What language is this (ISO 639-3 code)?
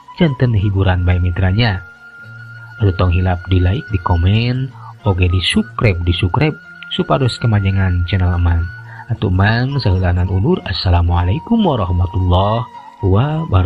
sun